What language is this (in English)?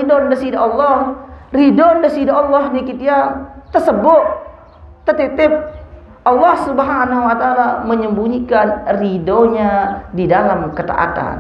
Sasak